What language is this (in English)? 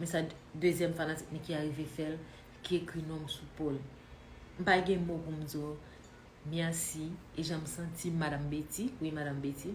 Haitian Creole